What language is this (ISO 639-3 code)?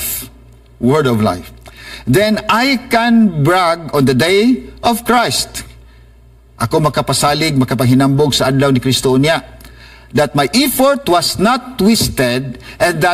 ceb